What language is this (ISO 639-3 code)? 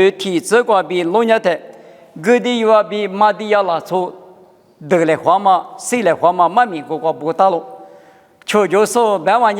lis